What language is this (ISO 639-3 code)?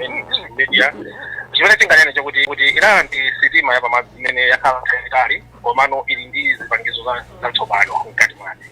nya